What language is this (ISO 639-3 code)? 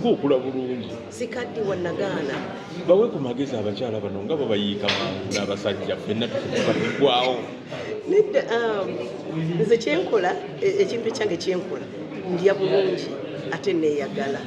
lug